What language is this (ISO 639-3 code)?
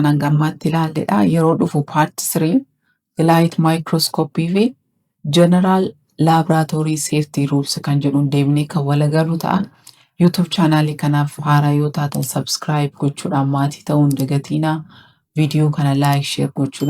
orm